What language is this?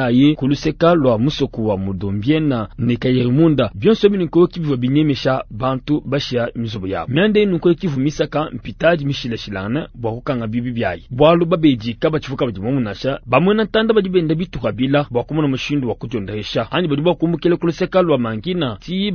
Luba-Lulua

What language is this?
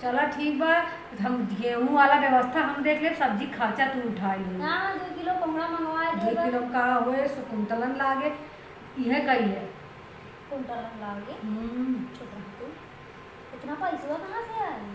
Awadhi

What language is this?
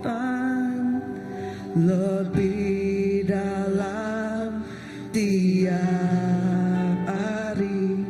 Iban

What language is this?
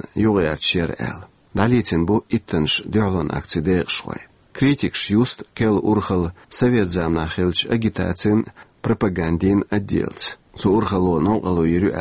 Chechen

